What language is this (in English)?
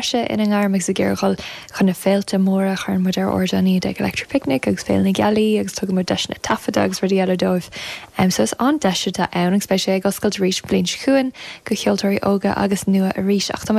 Irish